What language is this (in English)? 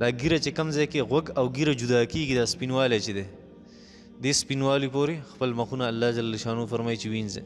Pashto